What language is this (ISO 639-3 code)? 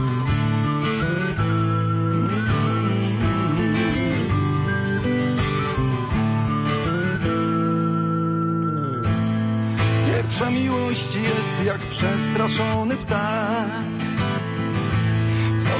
pol